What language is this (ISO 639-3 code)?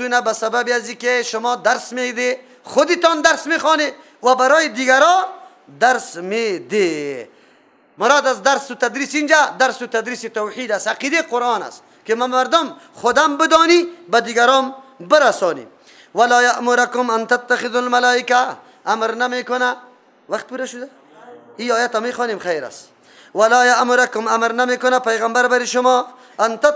fas